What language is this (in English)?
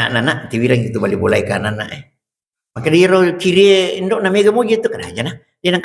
Buginese